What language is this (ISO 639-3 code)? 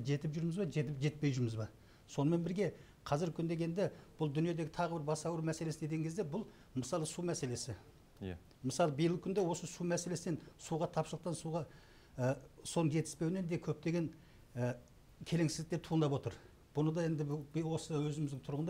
kaz